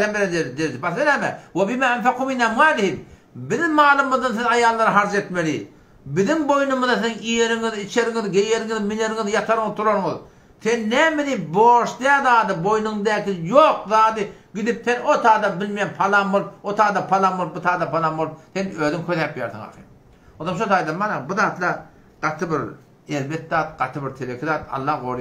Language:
Turkmen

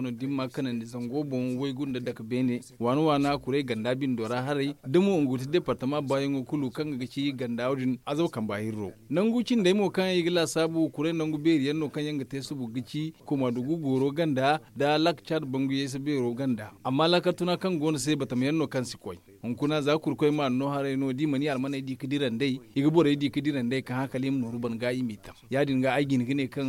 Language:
Zarma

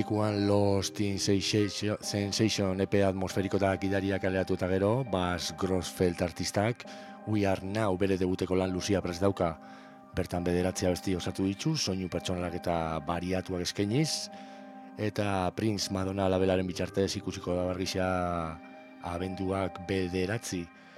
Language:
Basque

